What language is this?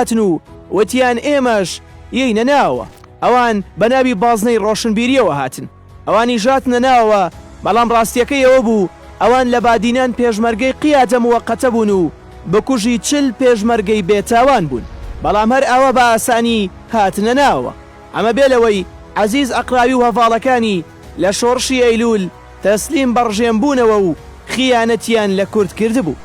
Central Kurdish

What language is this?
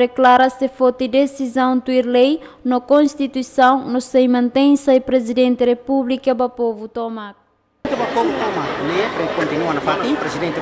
Tetum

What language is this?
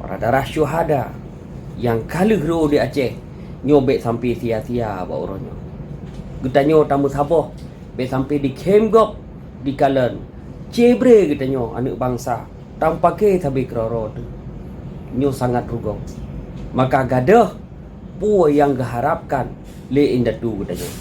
Achinese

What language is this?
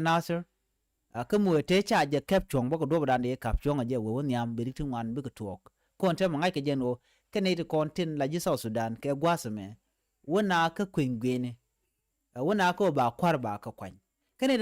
Nuer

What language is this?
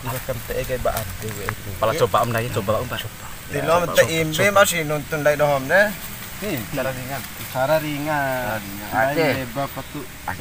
Bima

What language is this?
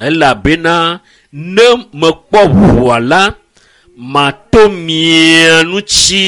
Ewe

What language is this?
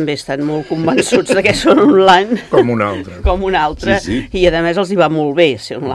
Catalan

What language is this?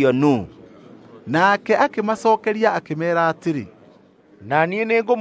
Kikuyu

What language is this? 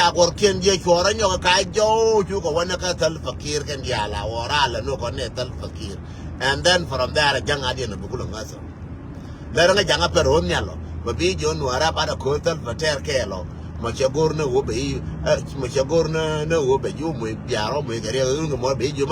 Nuer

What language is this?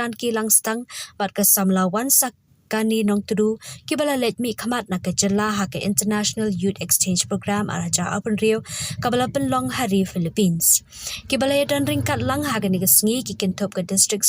Khasi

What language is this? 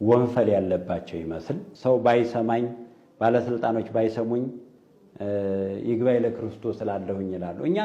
Amharic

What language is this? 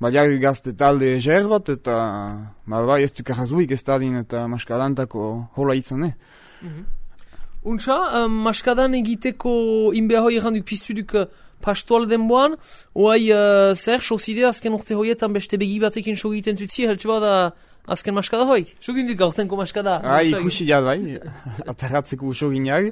Basque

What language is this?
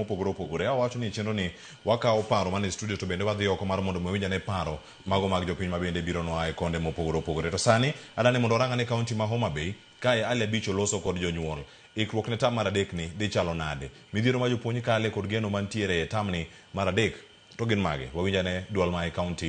Luo (Kenya and Tanzania)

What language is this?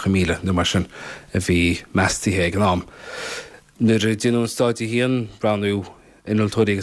Irish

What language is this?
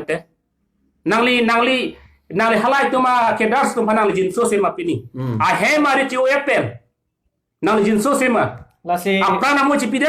Karbi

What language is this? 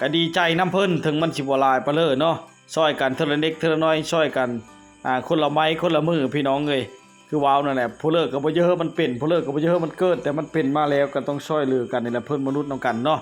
Lao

